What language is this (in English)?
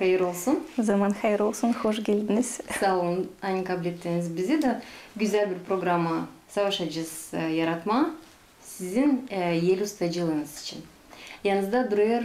Gagauz